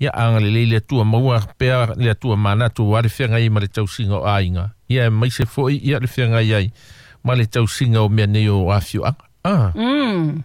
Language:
Samoan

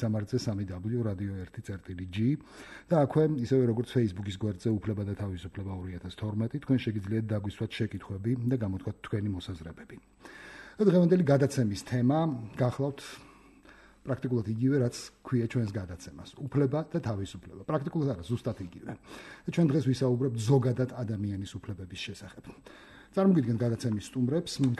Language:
Georgian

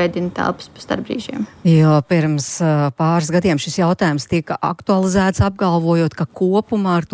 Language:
Latvian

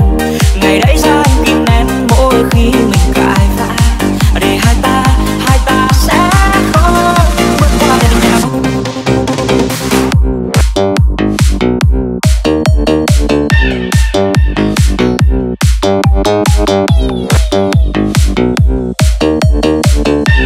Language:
Vietnamese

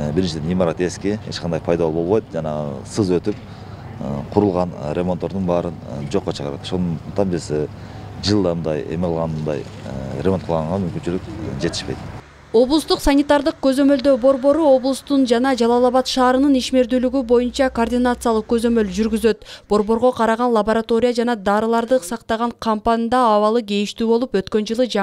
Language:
Kyrgyz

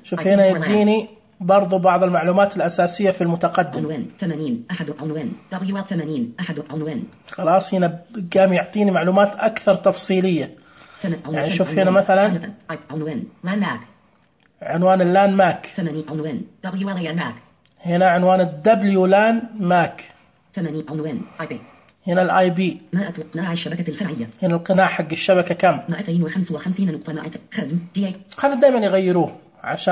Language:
Najdi Arabic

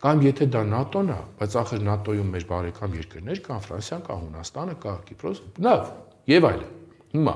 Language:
Armenian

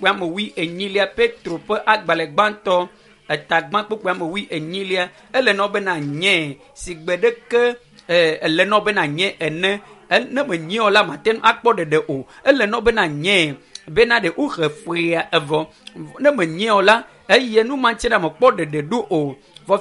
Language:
Ewe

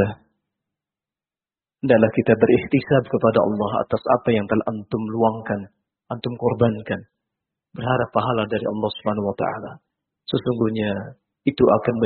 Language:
Indonesian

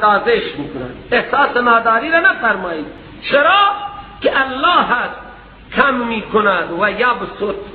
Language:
Persian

